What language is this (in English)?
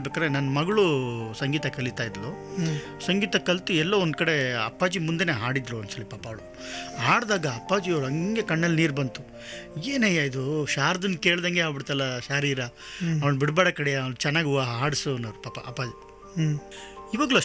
Kannada